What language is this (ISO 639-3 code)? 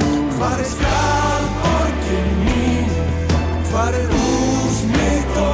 isl